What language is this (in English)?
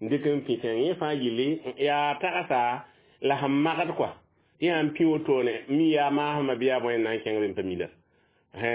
Mossi